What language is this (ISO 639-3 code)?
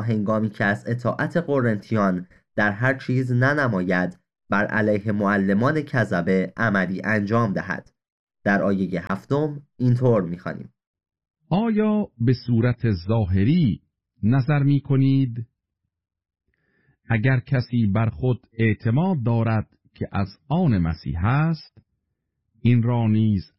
fas